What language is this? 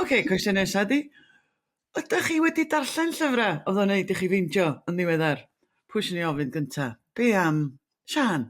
Welsh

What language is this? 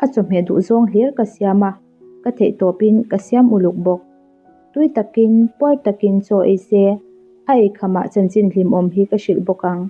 Mizo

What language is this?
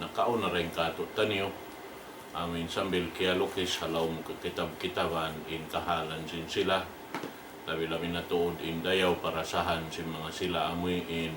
Tausug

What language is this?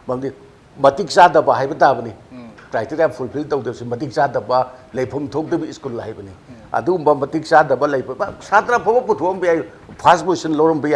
Manipuri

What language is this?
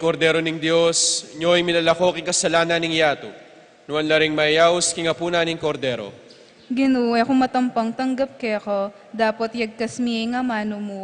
Pampanga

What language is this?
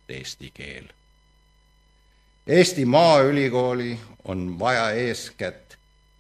Estonian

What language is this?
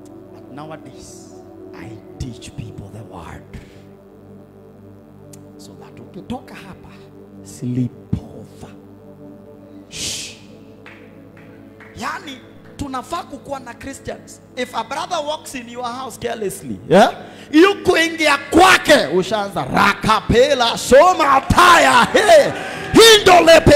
Swahili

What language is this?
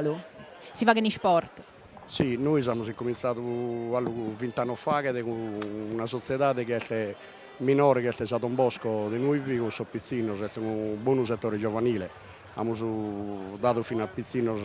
Sardinian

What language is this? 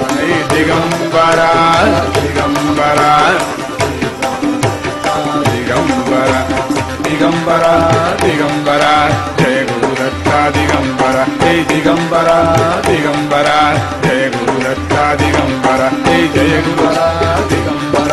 Kannada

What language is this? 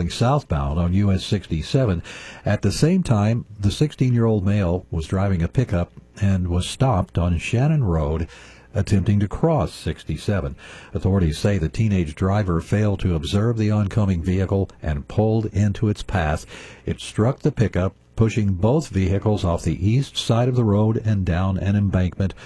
English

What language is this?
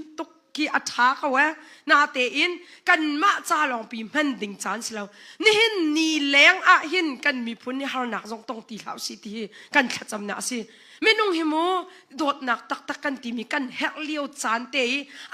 Hakha Chin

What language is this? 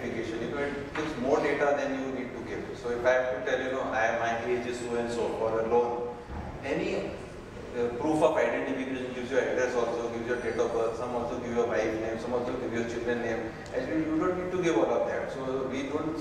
English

